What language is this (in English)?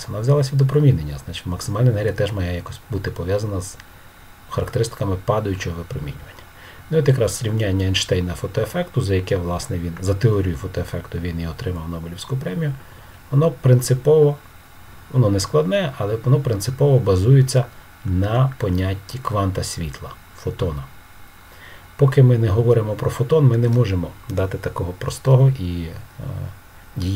Ukrainian